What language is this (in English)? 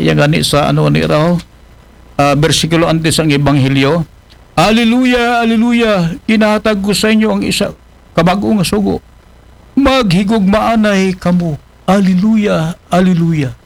Aklanon